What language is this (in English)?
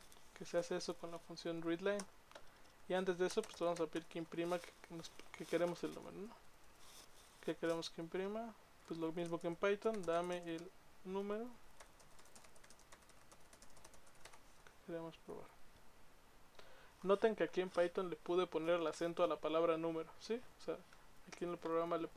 Spanish